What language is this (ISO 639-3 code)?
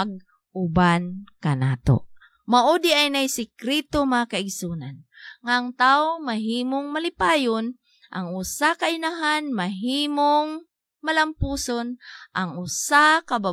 ceb